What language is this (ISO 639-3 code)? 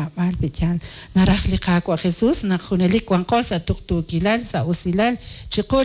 kek